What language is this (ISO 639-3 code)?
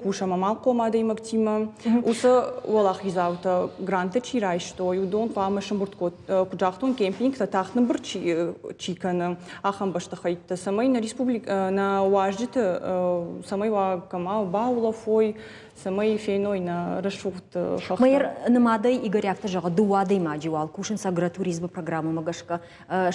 oss